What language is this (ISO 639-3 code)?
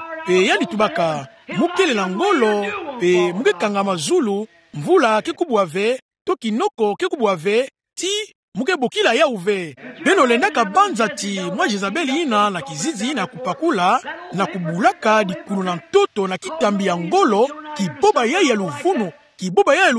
ktu